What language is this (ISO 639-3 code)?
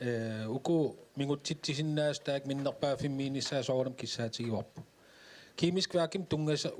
kal